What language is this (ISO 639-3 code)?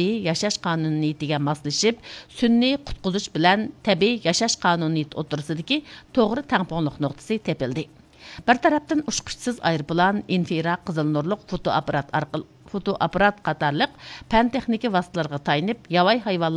uig